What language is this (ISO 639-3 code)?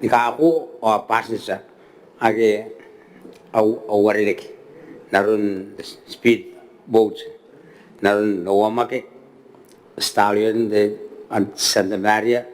gil